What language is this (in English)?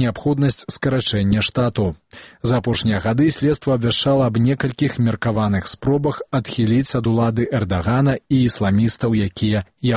Belarusian